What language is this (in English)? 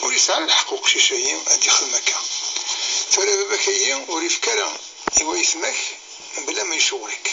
Kabyle